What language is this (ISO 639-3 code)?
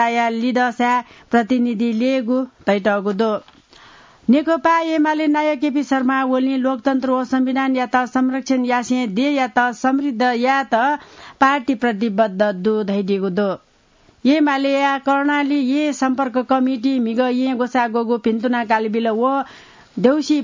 new